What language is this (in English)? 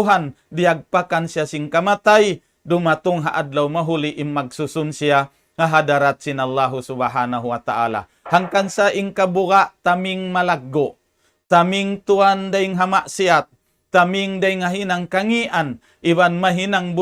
Tausug